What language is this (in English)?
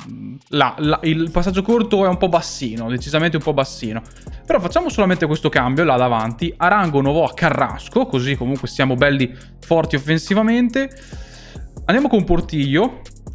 Italian